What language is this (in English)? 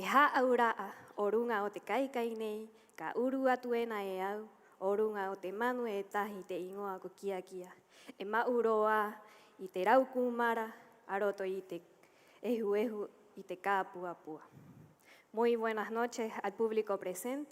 Rapanui